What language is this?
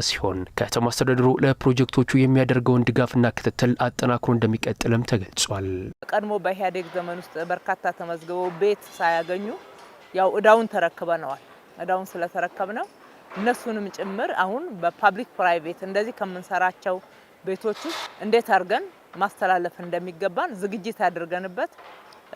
Amharic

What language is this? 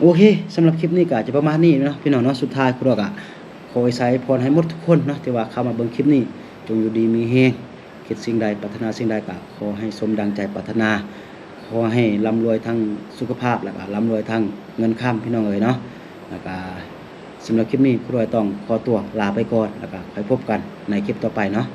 Lao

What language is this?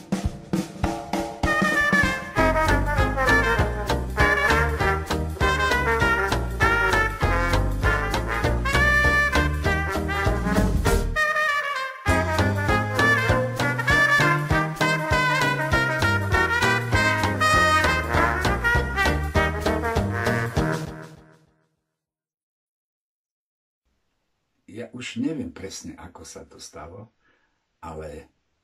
Slovak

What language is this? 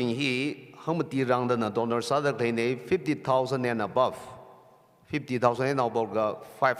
Tangkhul Naga (India)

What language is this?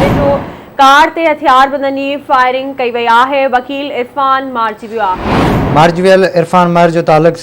Sindhi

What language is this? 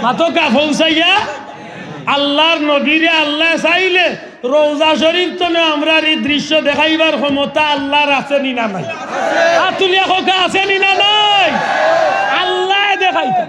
Sylheti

